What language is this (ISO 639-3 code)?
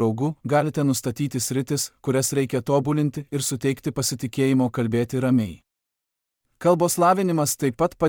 lit